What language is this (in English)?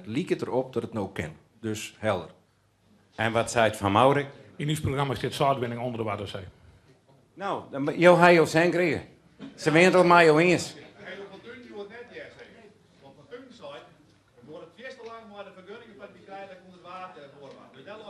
Western Frisian